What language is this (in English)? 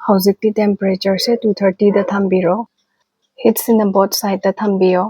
Manipuri